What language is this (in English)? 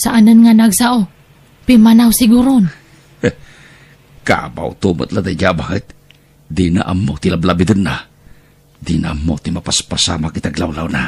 Iloko